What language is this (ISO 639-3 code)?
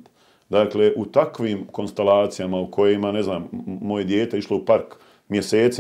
bos